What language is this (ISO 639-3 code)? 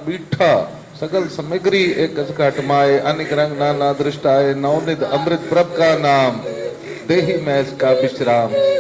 pan